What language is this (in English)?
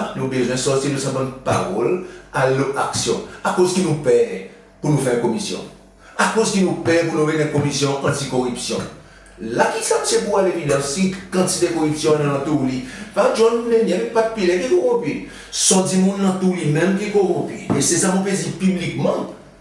Seselwa Creole French